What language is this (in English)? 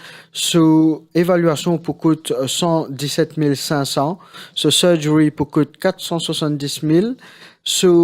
Morisyen